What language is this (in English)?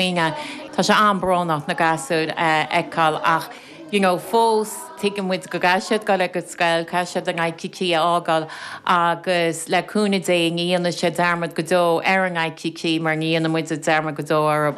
Irish